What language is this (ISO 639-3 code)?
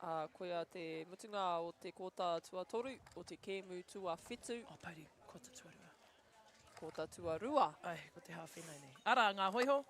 mri